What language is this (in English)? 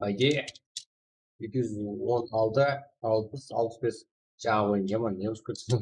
Kara-Kalpak